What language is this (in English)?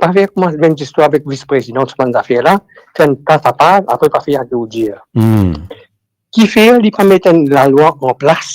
Morisyen